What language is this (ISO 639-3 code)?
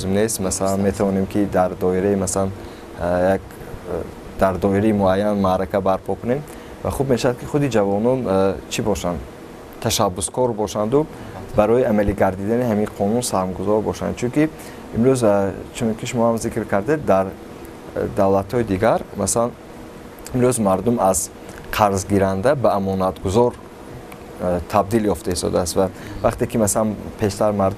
tgk